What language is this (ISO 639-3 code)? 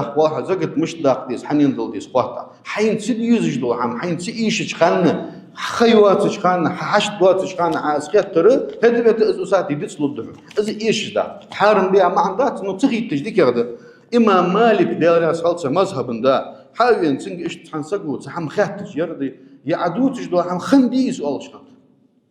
inh